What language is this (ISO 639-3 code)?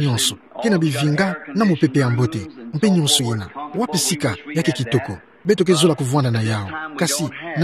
ktu